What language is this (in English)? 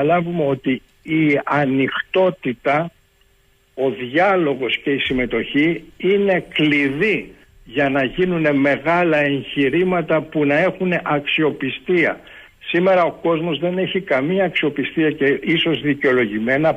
Greek